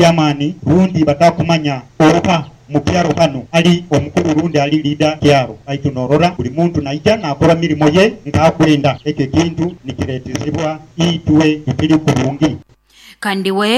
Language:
Nyoro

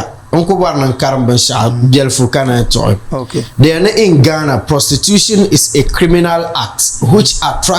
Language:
Dagbani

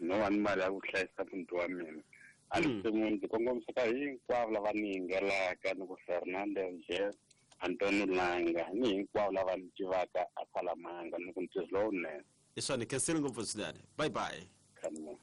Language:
Tsonga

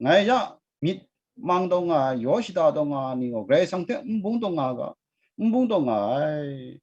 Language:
Kachin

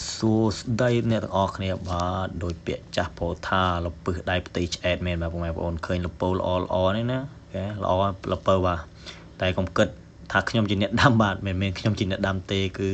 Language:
Khmer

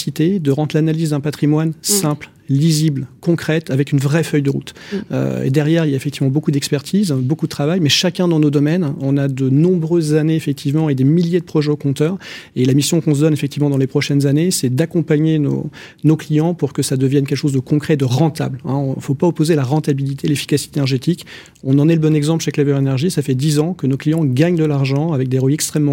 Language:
French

